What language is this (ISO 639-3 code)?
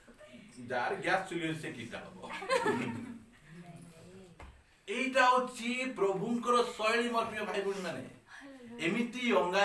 ori